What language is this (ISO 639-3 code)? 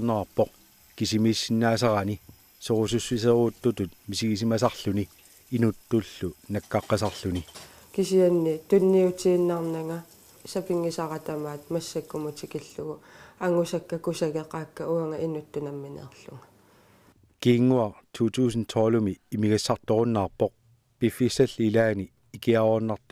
kal